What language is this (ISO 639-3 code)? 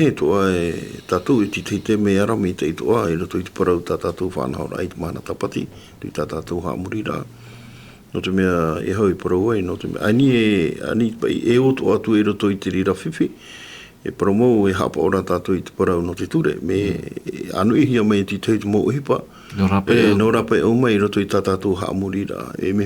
tah